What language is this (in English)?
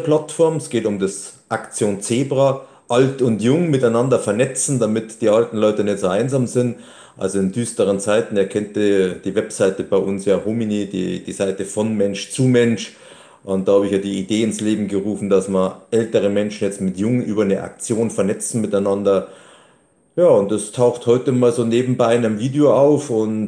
German